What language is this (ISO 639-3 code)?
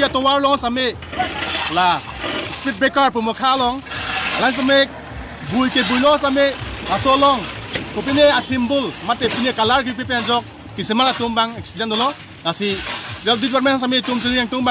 mjw